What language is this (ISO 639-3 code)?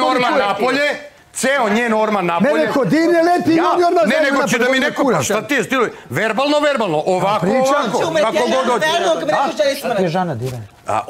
srp